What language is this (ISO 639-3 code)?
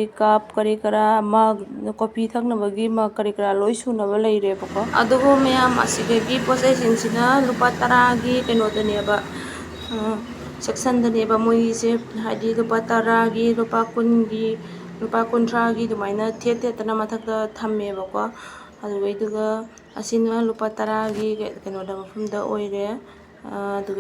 mni